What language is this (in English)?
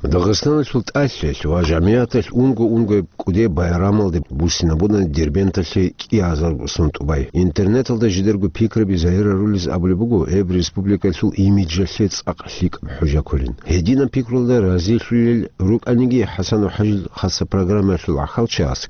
Avaric